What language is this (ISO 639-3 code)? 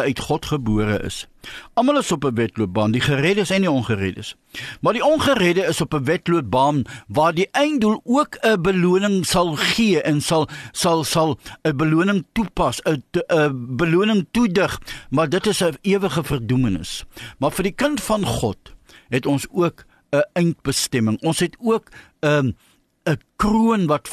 afr